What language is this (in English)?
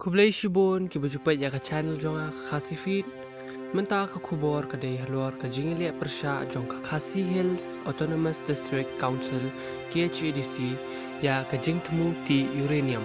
Khasi